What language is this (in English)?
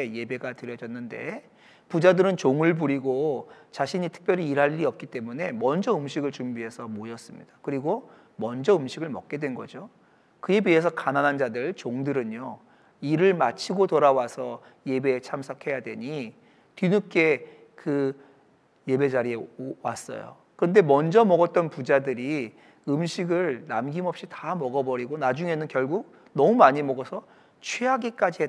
Korean